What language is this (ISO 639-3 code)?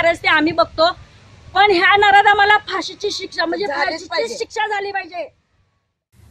mar